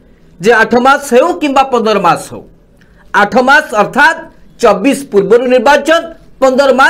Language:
Odia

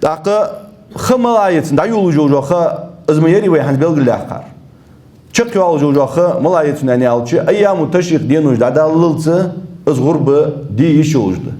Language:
Ingush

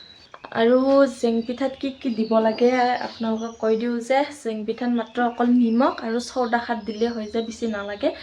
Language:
Assamese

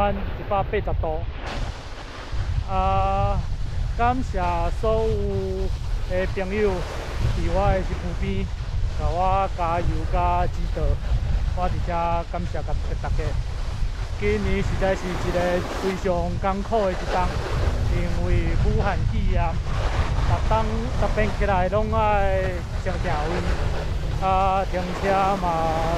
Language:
Min Nan Chinese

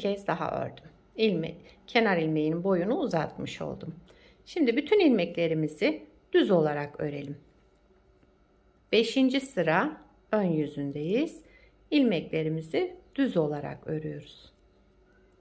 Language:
Turkish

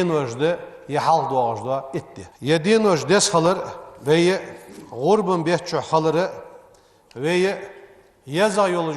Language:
Ingush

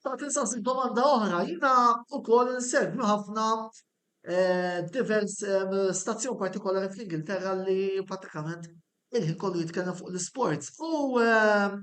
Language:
Maltese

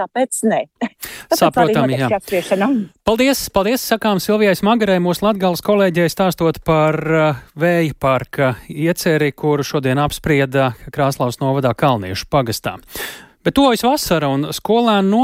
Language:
Latvian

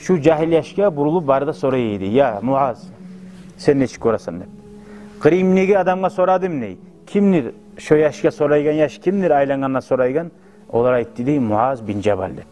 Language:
Kumyk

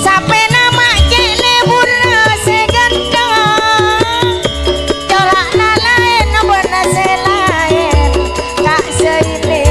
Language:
Madurese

